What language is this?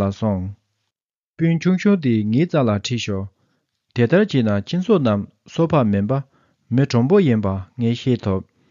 Tibetan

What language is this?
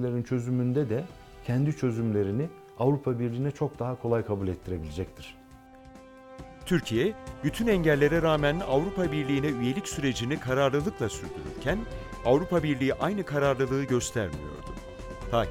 Turkish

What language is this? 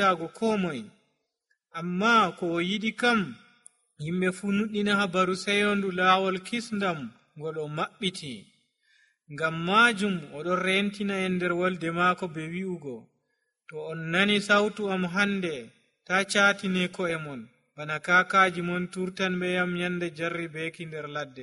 Nigerian Fulfulde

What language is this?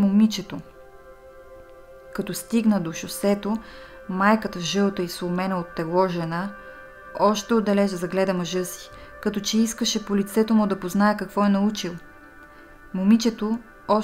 Bulgarian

